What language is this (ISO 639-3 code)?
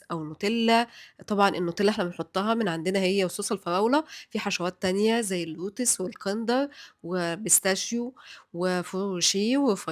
arz